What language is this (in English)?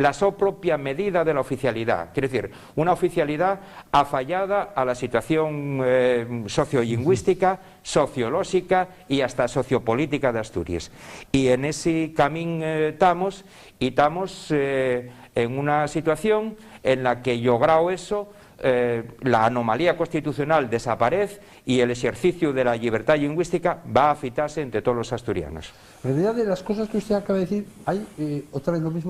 Asturian